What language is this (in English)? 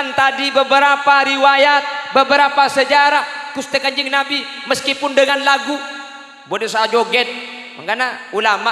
Madurese